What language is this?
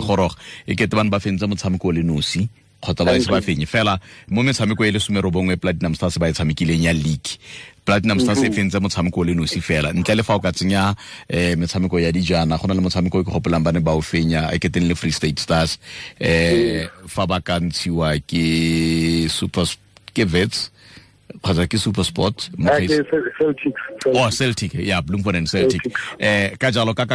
Tswana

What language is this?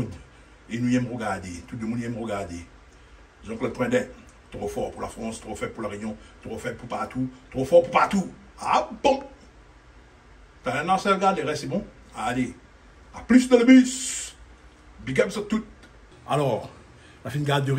Réunion Creole French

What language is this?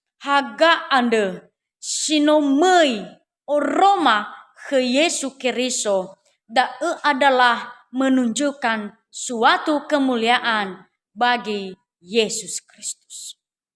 Nias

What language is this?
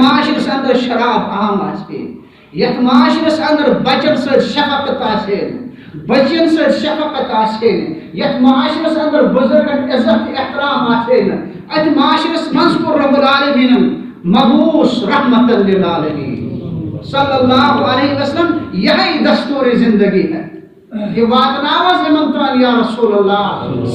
Kashmiri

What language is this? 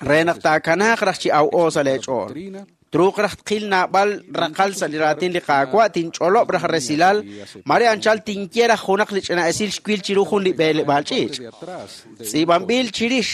Kekchí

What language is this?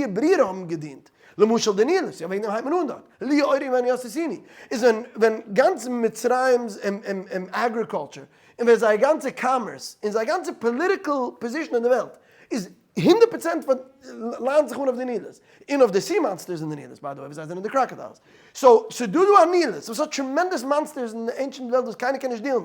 Yiddish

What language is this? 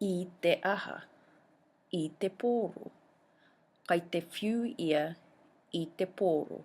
Māori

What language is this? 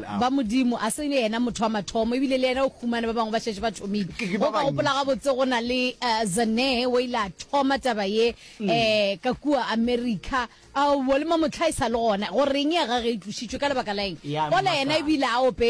Northern Sotho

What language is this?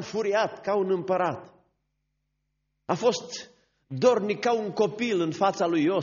Romanian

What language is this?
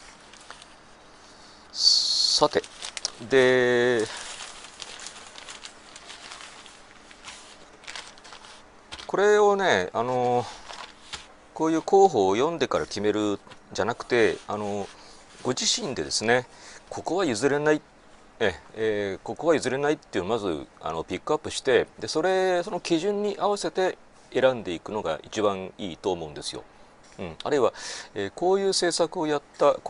Japanese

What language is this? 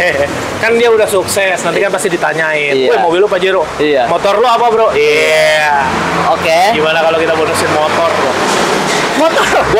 Indonesian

